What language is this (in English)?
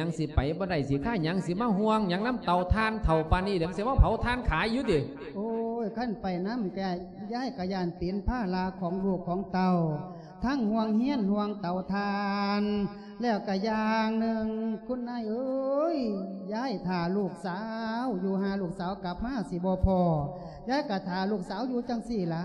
Lao